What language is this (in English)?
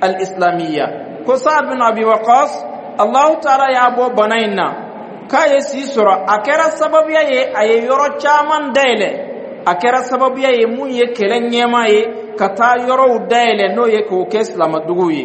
Dyula